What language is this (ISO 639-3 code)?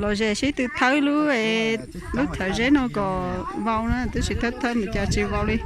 hmn